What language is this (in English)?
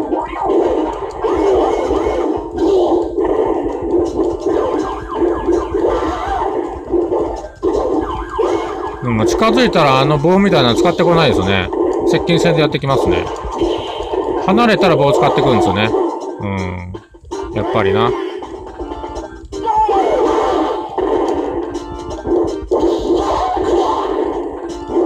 Japanese